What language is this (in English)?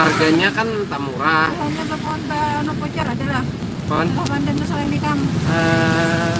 Banjar